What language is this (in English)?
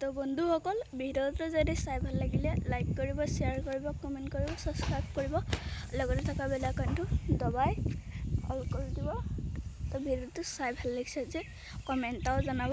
Assamese